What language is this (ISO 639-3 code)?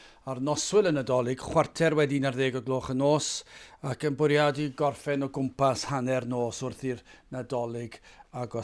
cym